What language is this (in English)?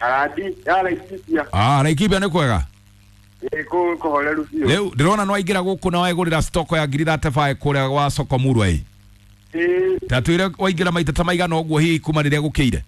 Kikuyu